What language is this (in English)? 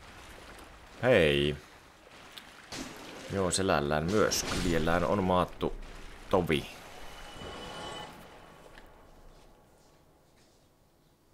Finnish